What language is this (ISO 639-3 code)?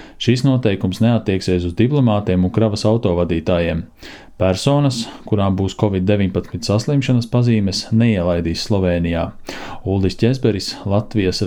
lav